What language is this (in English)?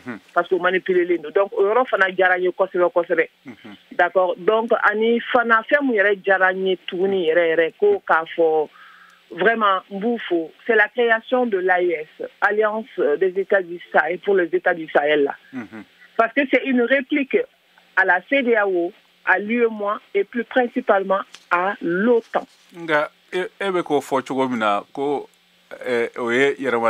Bambara